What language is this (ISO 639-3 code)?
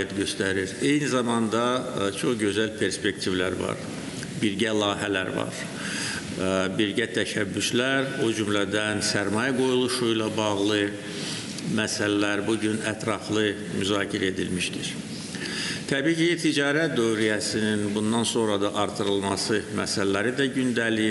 aze